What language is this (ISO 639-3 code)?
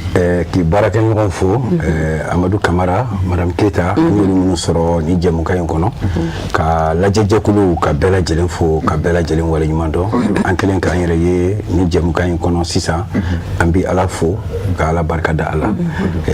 bam